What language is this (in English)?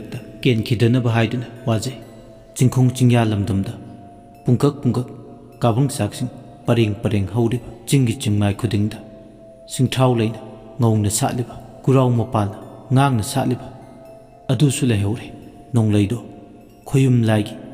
Manipuri